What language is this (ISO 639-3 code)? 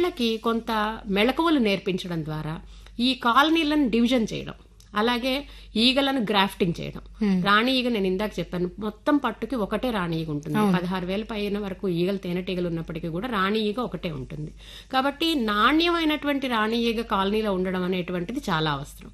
tel